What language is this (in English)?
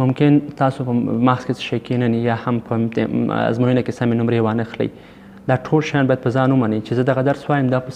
Pashto